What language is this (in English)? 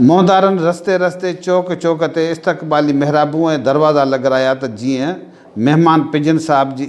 Sindhi